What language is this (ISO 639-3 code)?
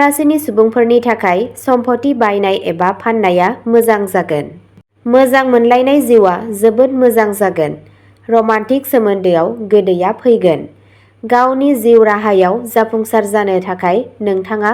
brx